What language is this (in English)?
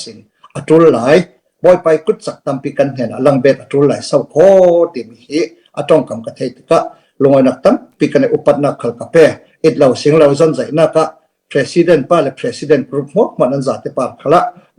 Falam Chin